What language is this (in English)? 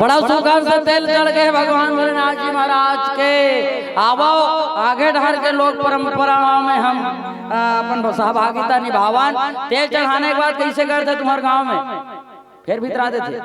Chhattisgarhi